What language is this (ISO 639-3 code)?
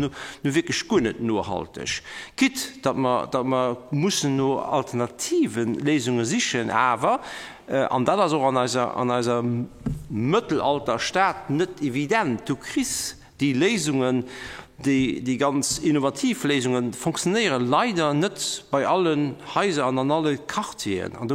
ltz